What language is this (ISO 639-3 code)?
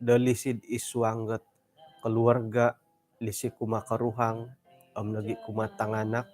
dtp